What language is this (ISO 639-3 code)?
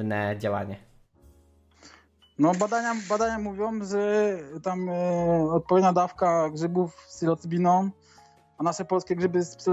pol